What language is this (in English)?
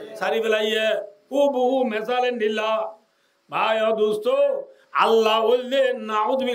Rohingya